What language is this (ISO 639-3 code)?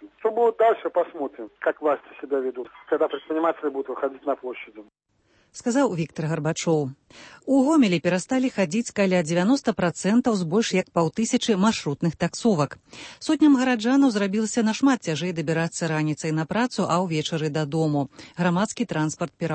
bel